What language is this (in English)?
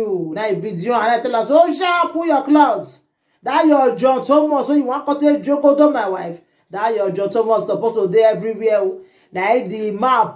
Nigerian Pidgin